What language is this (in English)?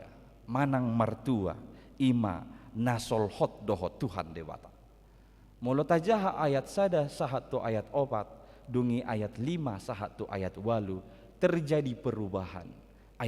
Batak Toba